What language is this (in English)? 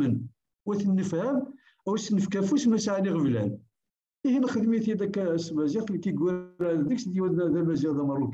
Kabyle